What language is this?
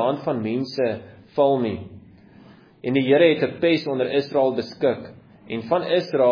Afrikaans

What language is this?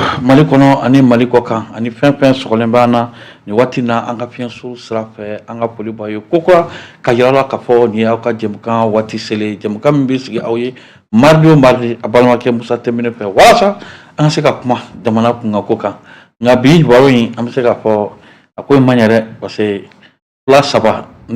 Bambara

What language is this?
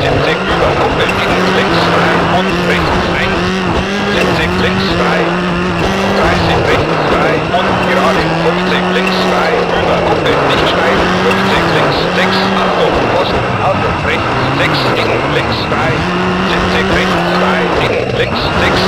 Bavarian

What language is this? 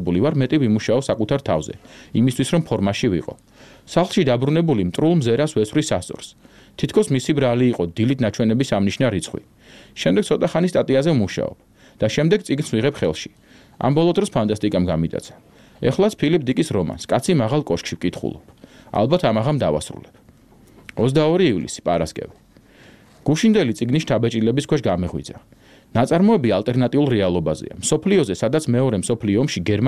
Georgian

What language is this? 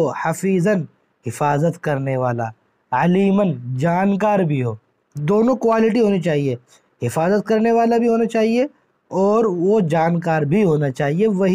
Urdu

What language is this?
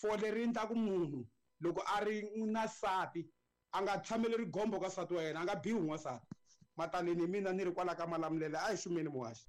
Tsonga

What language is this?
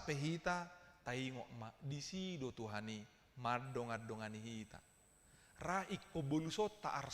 Batak Toba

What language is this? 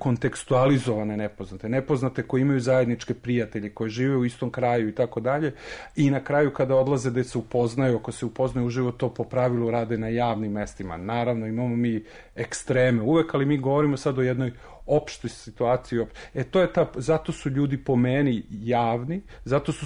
Serbian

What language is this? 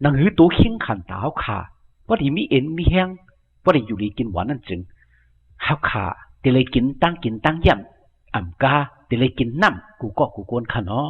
Shan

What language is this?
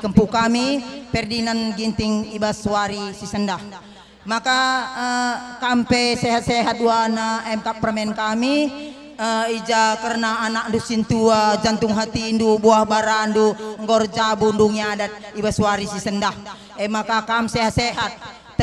Batak Karo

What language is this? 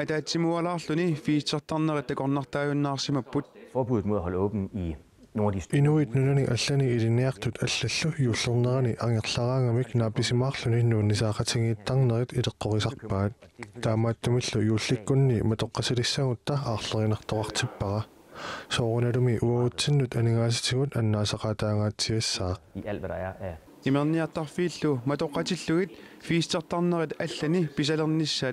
Kalaallisut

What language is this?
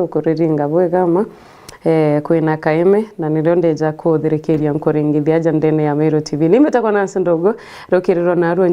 Meru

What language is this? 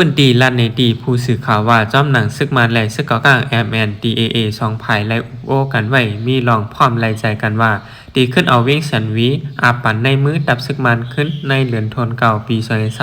Shan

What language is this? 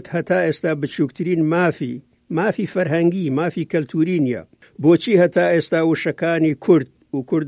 Central Kurdish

